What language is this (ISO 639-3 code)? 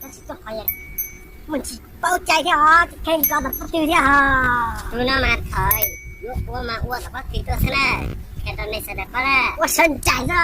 hmn